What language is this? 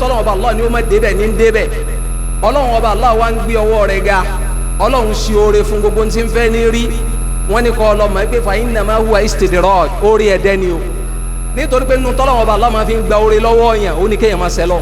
Yoruba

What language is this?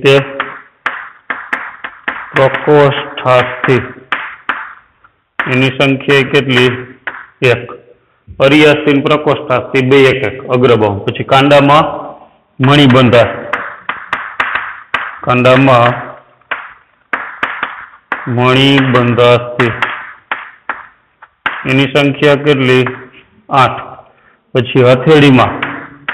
Gujarati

